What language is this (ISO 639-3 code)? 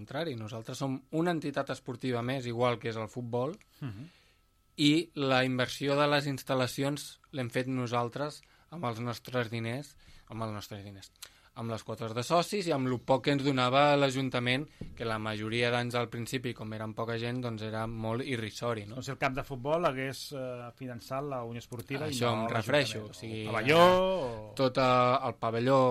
cat